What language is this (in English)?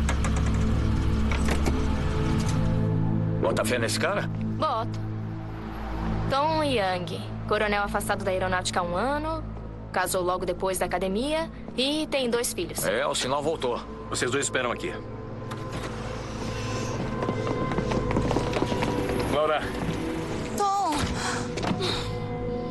Portuguese